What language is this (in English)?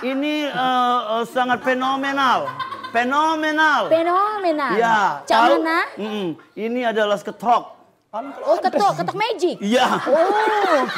Musi